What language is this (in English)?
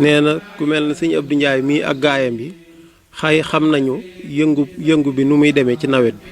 Wolof